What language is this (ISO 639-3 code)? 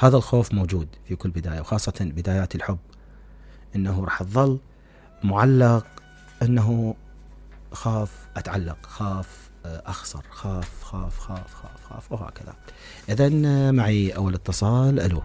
acm